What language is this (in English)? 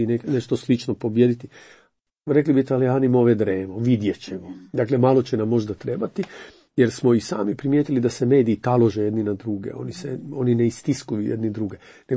Croatian